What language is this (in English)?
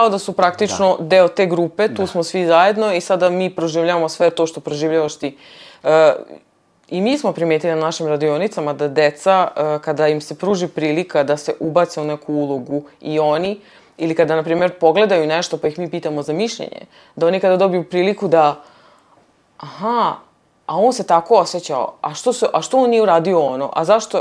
Serbian